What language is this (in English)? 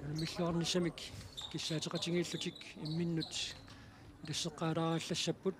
Kalaallisut